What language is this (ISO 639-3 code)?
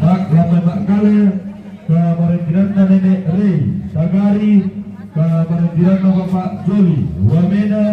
sda